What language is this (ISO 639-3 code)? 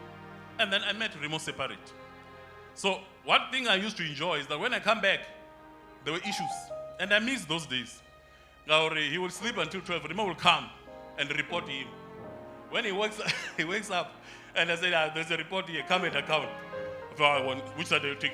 ven